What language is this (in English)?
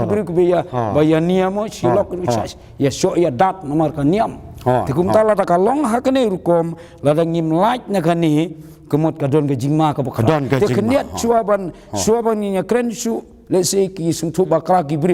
Khasi